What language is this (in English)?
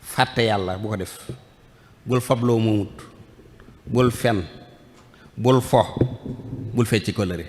Wolof